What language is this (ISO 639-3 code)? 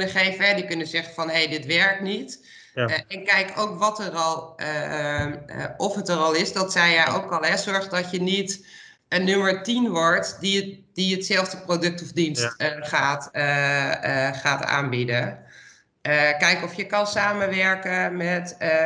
nld